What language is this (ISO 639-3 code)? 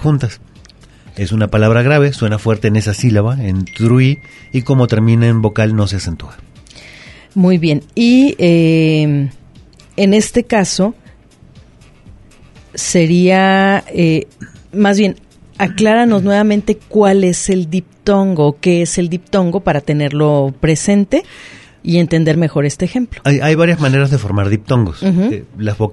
spa